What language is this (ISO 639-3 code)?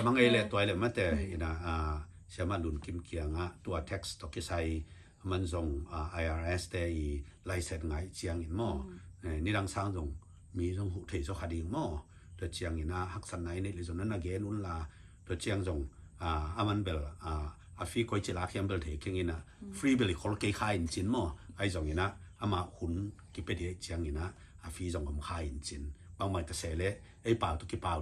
ctd